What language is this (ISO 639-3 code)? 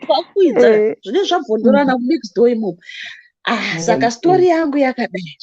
sna